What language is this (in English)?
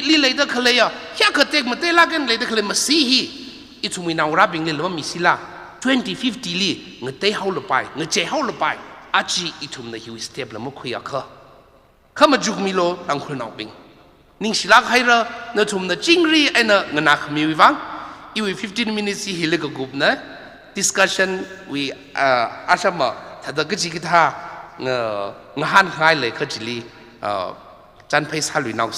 Tangkhul Naga (India)